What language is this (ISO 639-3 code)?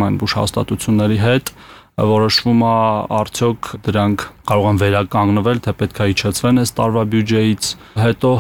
hye